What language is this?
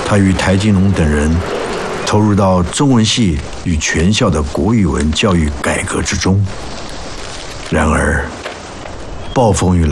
Chinese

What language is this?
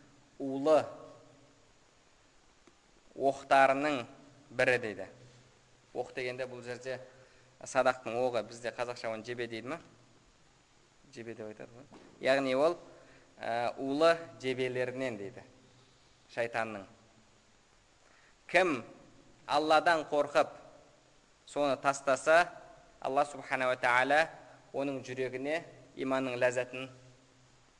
Kazakh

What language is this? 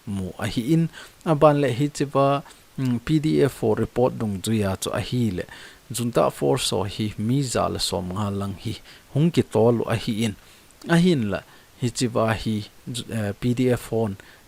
Thado Chin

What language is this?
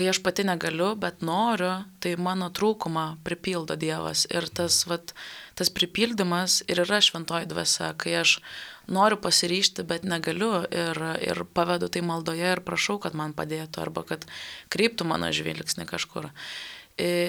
Lithuanian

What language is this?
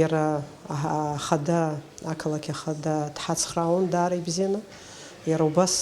Abkhazian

